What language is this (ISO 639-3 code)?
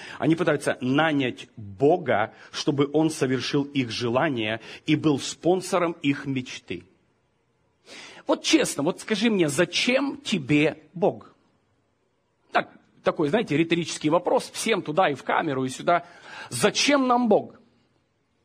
rus